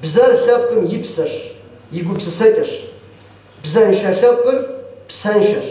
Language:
Kabardian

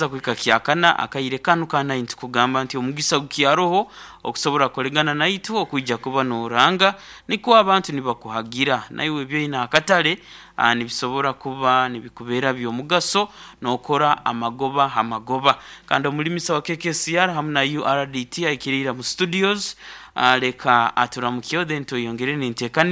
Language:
Nyoro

